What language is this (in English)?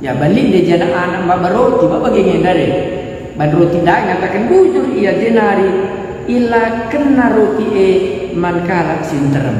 Batak Karo